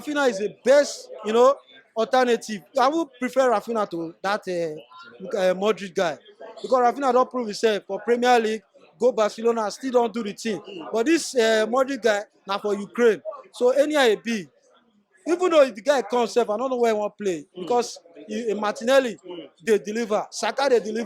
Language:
Nigerian Pidgin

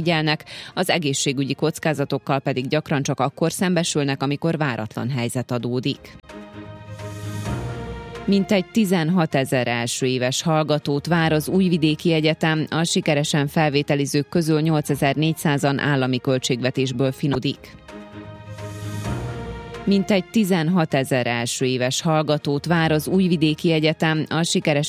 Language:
Hungarian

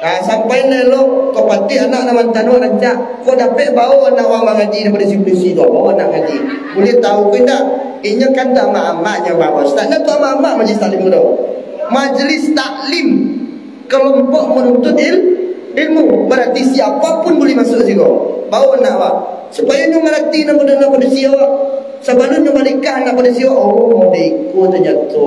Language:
Minangkabau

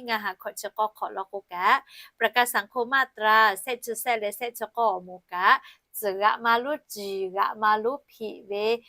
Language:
Lahu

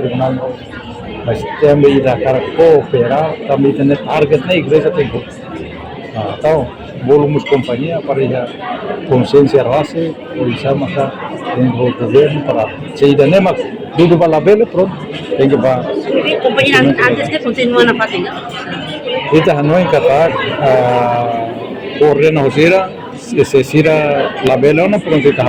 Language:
Tetum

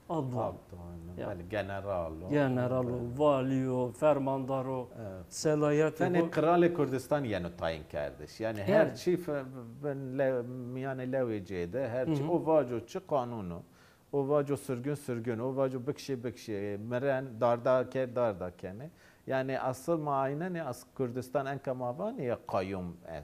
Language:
Zaza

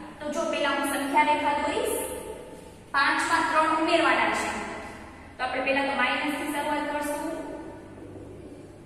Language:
Gujarati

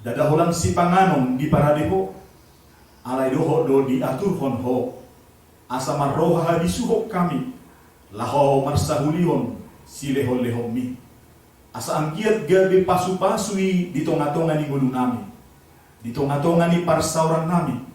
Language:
Batak Toba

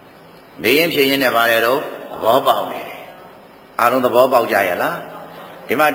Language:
Burmese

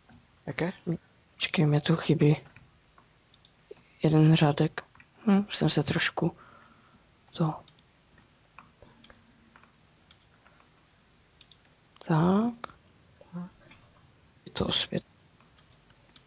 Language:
Czech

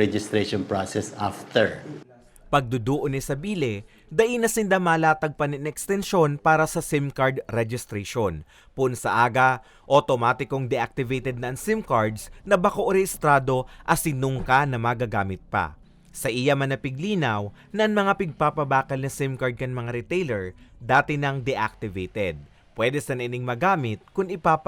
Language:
Bikol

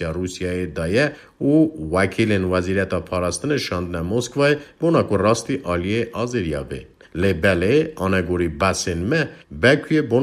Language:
Kurdish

